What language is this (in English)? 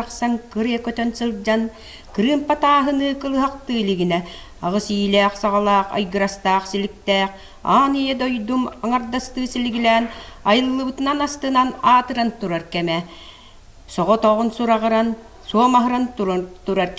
Yakut